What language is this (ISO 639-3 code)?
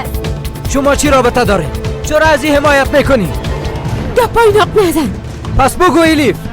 fas